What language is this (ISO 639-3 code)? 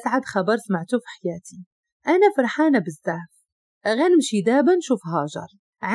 ary